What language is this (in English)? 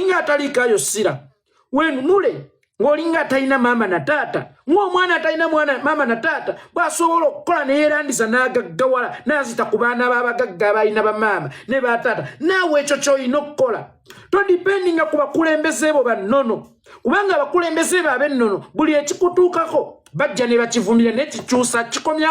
Ganda